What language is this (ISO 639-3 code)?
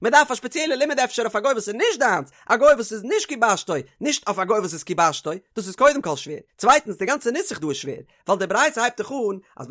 yid